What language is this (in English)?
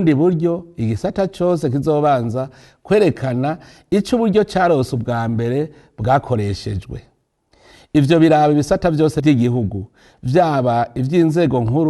Rundi